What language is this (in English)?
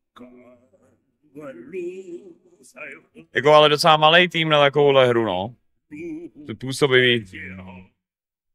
Czech